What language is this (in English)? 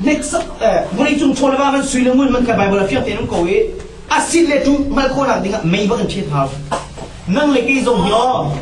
Hakha Chin